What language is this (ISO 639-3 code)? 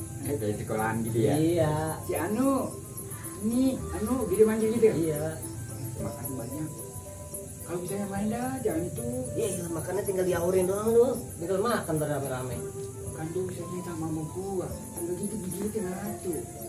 bew